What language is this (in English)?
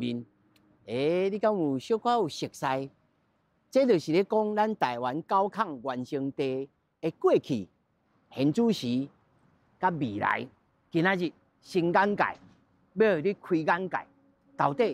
Min Nan Chinese